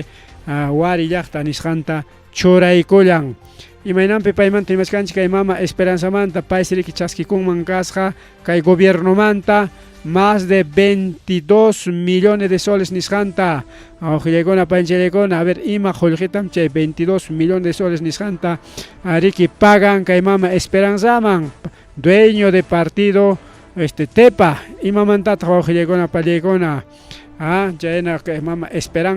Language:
Ayacucho Quechua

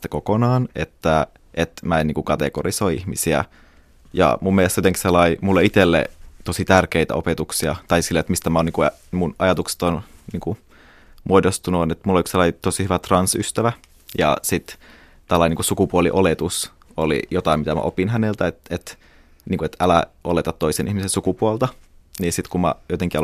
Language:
Finnish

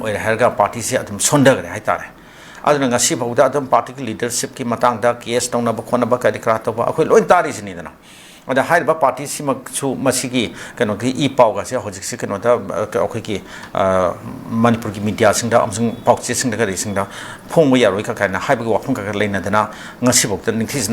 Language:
Manipuri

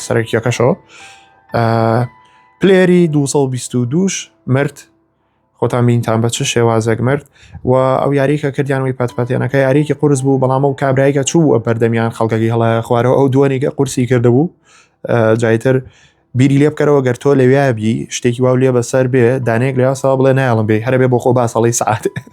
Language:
Central Kurdish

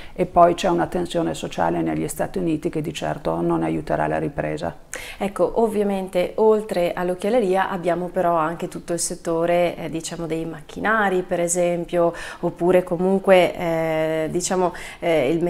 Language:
Italian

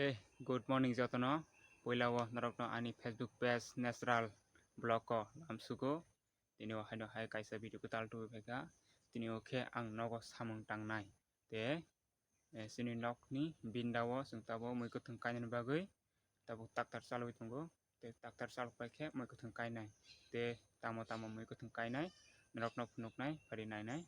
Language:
Kok Borok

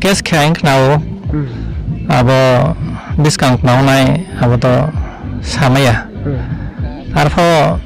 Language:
Riang (India)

